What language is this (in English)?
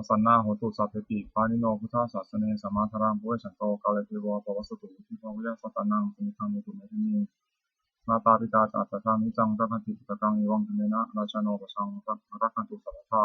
Pali